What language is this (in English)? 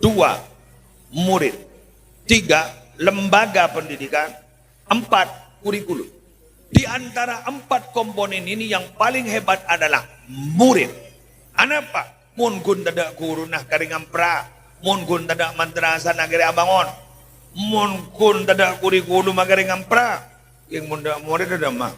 Madurese